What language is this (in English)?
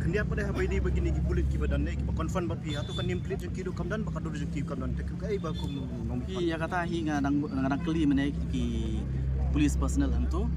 Khasi